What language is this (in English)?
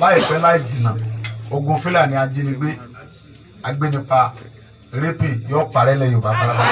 Yoruba